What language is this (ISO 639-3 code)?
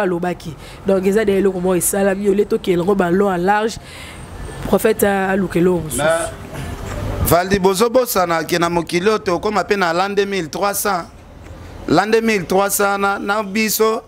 lin